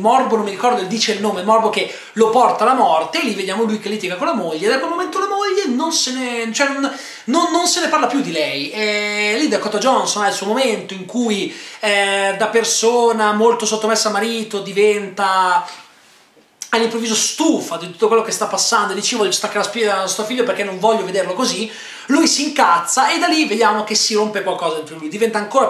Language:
Italian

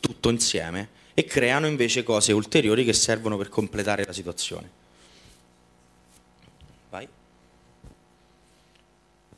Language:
Italian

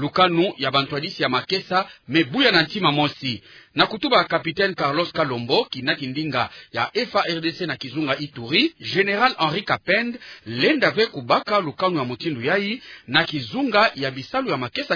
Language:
Kituba (Democratic Republic of Congo)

